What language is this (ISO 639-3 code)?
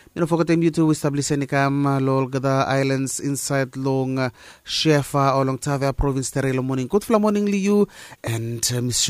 bis